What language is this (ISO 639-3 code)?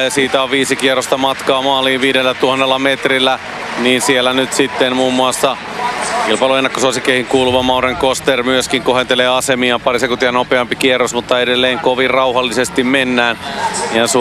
fin